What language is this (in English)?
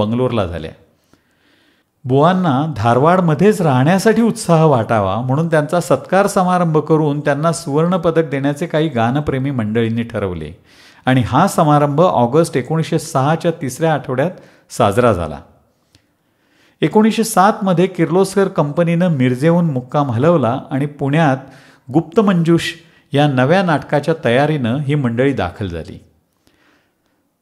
Marathi